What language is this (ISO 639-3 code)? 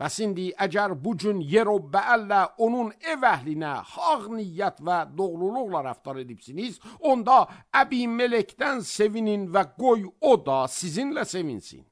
aze